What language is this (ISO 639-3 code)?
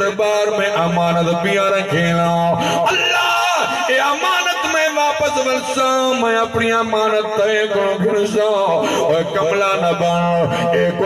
skr